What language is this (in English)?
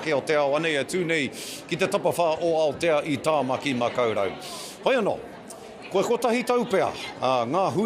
Māori